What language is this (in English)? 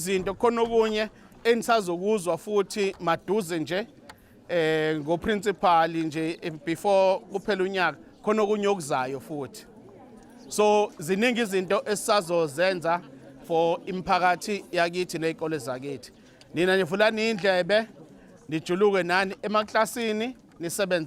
Zulu